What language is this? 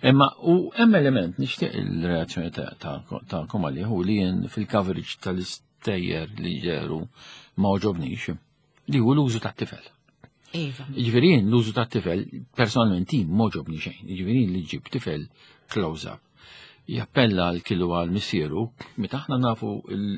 Maltese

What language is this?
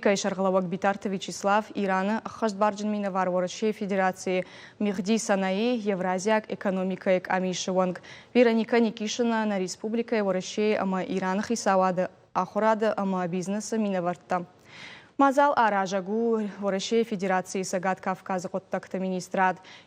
Ossetic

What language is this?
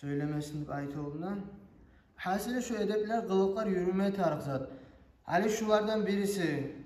Kumyk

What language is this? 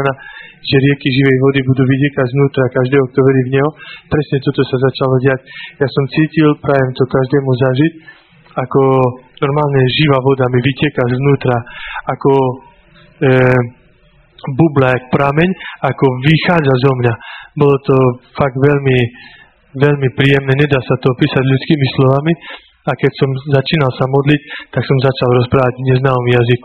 Slovak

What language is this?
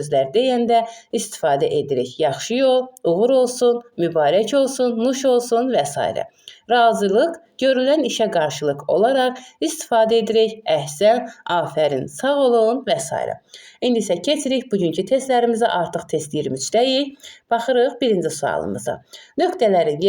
Azerbaijani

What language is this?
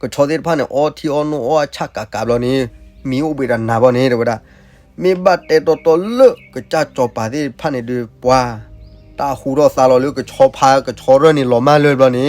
S'gaw Karen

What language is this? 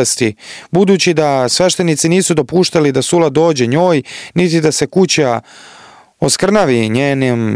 Serbian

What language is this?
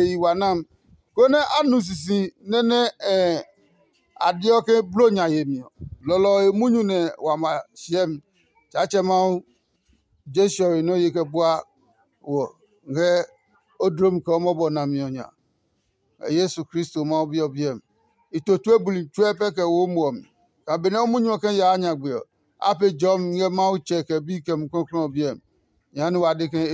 Adangme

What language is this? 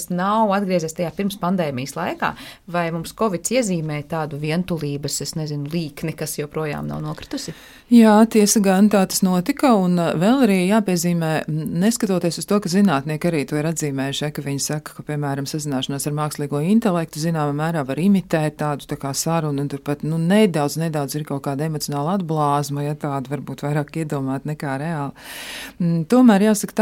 Latvian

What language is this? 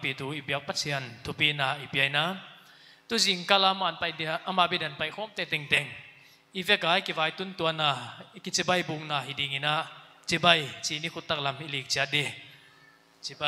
Paite Chin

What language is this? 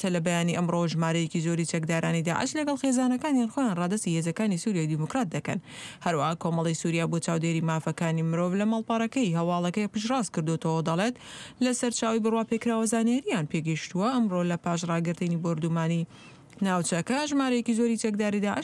Central Kurdish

